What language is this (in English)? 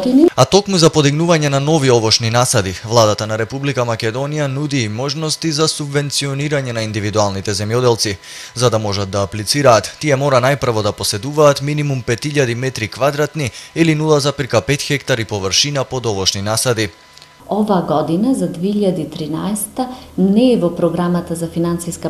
Macedonian